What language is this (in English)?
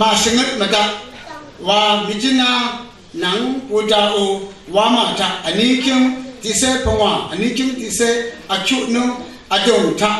Rawang